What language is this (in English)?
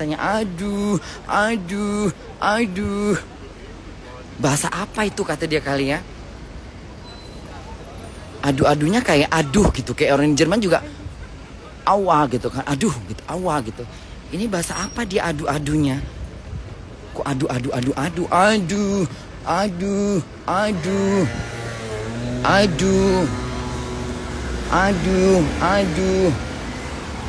Indonesian